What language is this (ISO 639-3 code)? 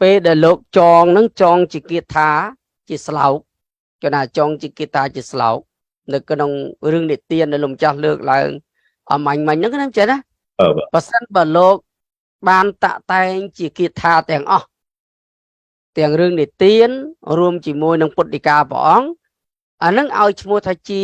khm